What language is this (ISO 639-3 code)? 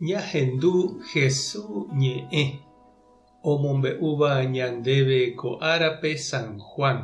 grn